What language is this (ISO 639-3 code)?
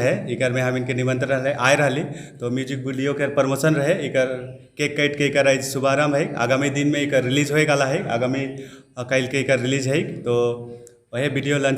sck